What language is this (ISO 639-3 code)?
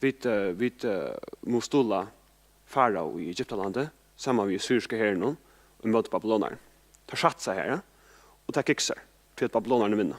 fao